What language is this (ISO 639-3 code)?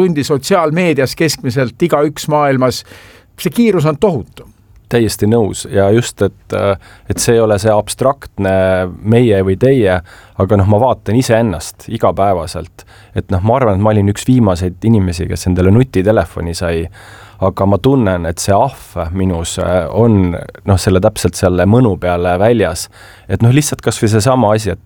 est